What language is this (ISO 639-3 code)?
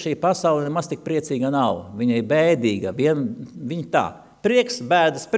lav